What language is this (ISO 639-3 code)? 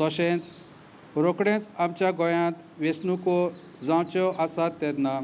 kok